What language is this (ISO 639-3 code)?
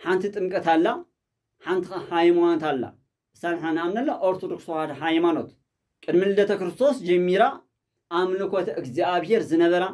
tir